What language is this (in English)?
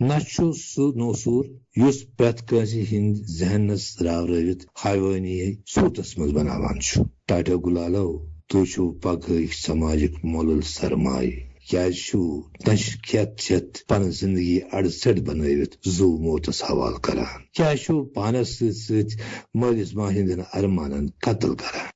Kashmiri